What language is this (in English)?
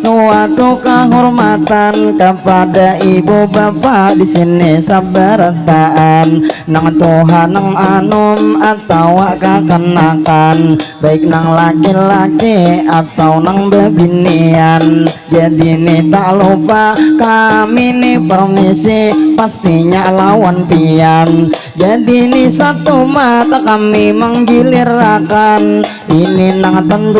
Banjar